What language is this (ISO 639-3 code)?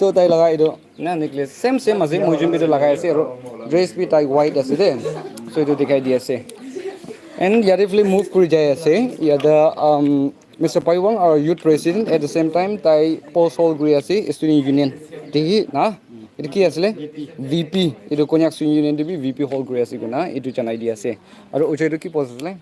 nag